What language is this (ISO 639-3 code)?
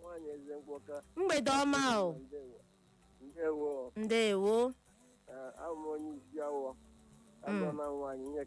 ibo